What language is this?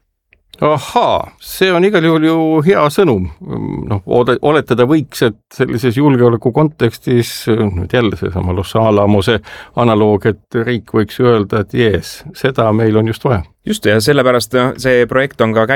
Estonian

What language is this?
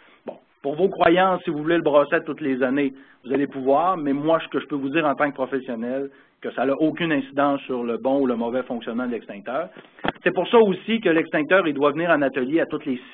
French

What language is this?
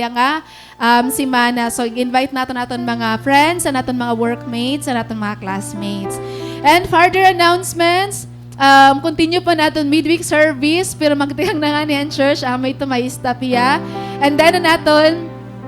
Waray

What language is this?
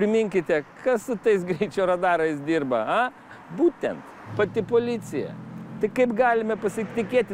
Lithuanian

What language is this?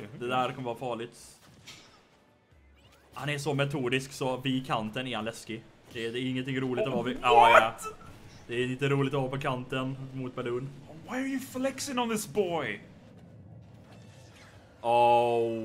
Swedish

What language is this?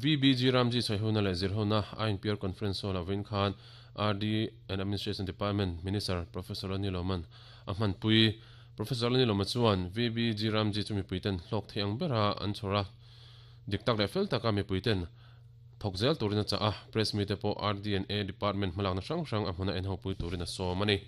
Mizo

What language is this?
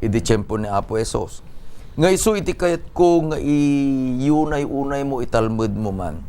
Iloko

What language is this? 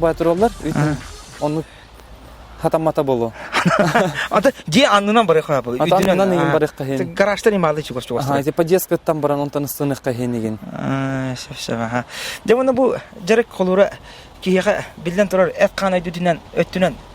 Yakut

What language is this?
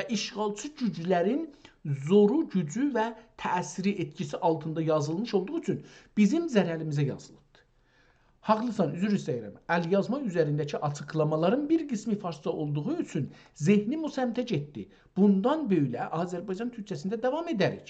South Azerbaijani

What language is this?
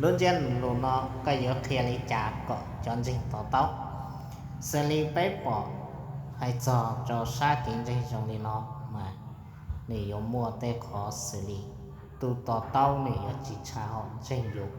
Hmong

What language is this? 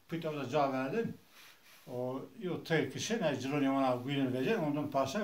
Zaza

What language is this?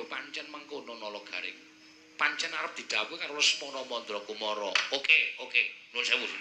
Javanese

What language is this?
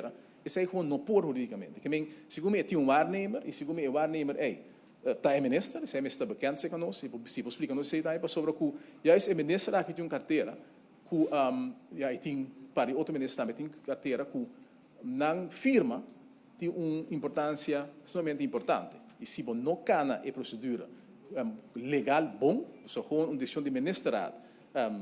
Papiamento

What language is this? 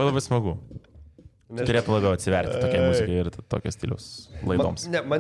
Lithuanian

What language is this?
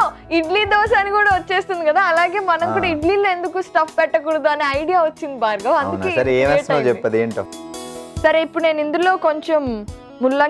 Telugu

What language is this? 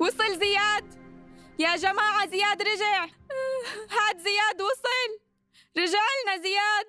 North Levantine Arabic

